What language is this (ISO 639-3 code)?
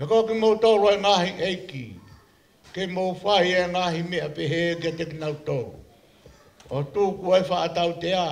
ton